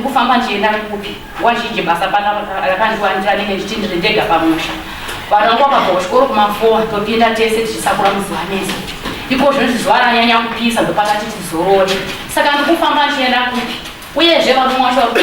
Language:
Shona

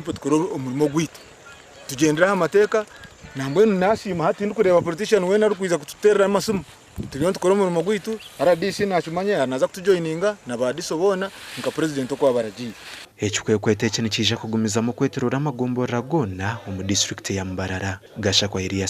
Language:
Nyankole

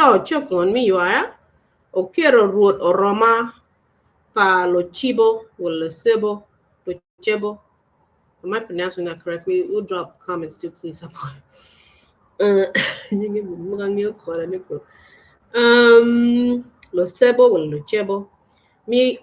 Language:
Acoli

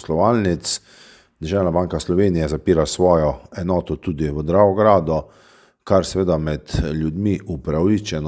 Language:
Slovenian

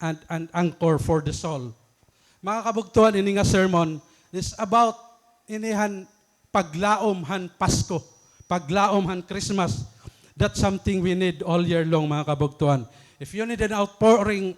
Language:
Waray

